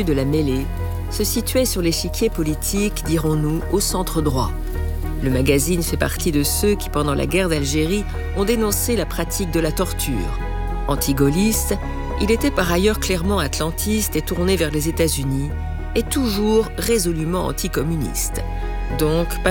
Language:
French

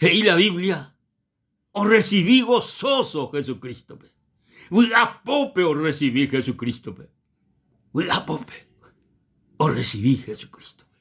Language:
Guarani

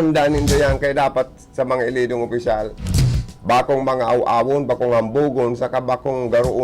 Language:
Bikol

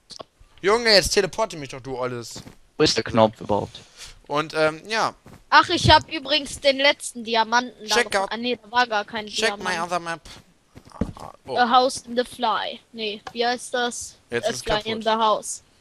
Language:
German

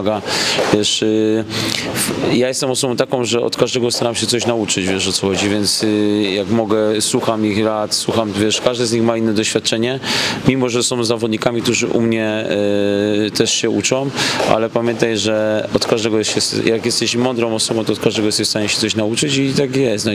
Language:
Polish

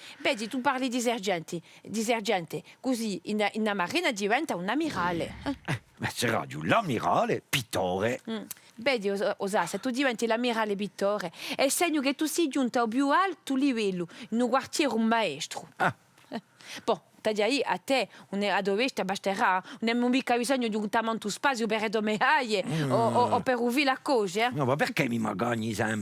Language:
Corsican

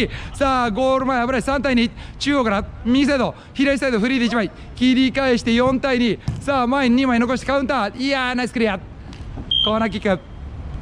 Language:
Japanese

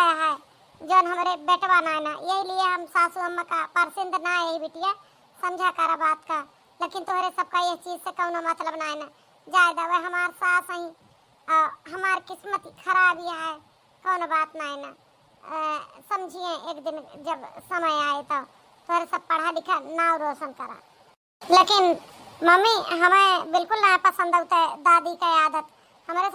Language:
Awadhi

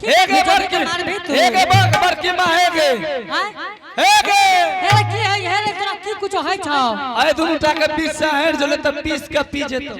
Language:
Angika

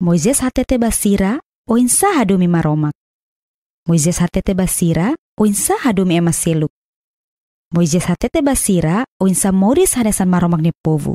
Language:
Tetum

